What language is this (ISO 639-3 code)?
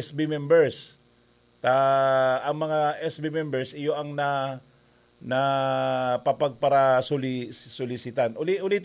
bik